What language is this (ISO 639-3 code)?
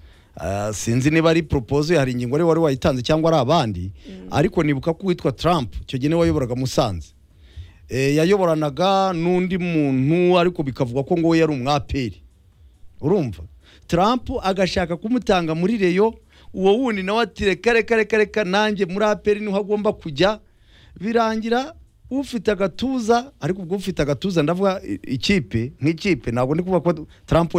kin